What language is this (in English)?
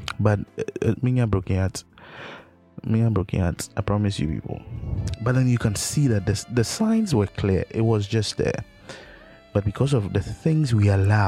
English